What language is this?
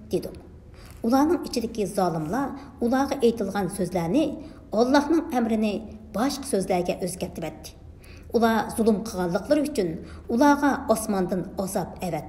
Uyghur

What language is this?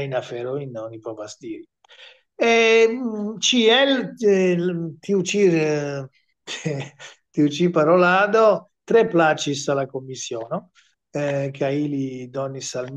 Esperanto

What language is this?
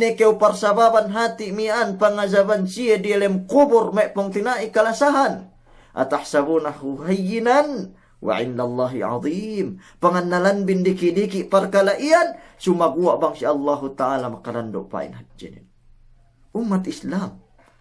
Yakan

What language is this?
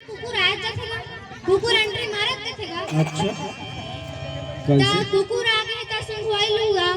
Chhattisgarhi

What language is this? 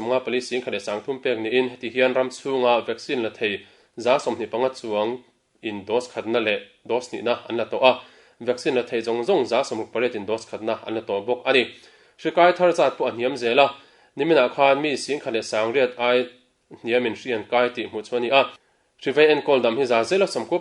Mizo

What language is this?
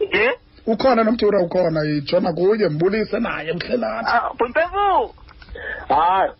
Xhosa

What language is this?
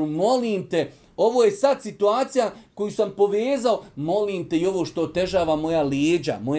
Bosnian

